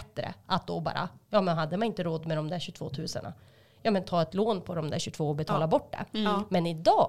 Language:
Swedish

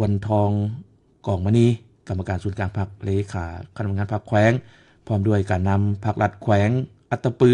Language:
Lao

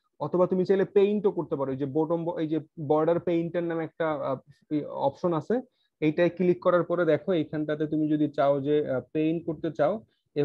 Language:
Bangla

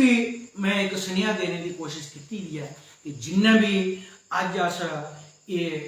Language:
Dogri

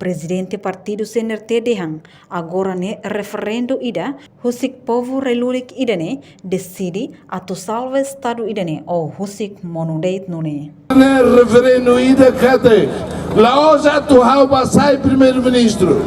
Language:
Tetum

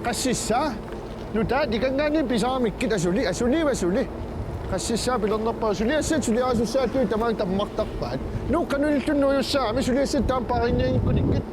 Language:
Kalaallisut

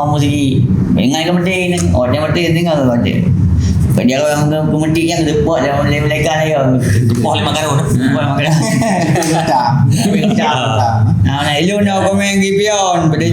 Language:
Achinese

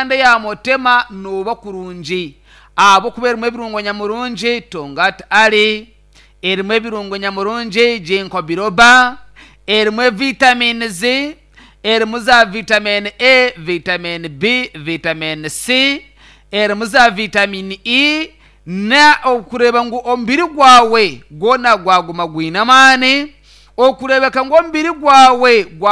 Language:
Nyankole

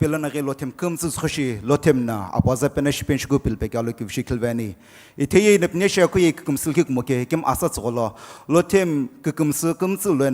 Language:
Sumi Naga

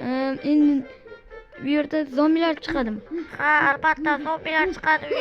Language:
Uzbek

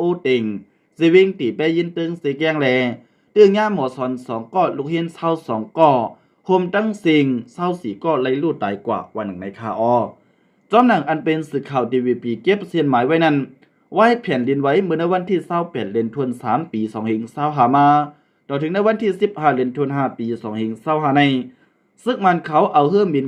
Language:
Shan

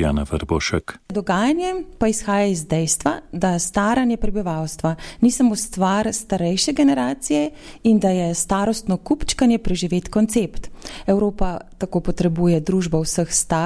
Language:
Slovenian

